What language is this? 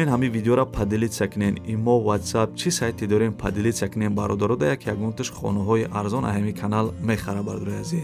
Tajik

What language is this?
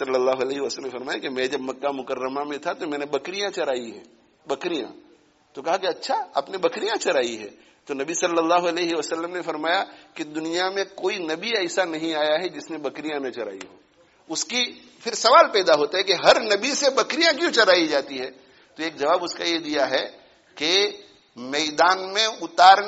Urdu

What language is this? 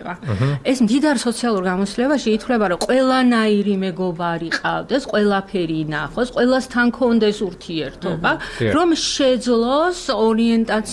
Georgian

